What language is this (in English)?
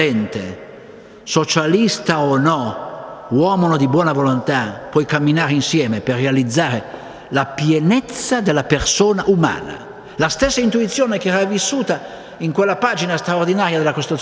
Italian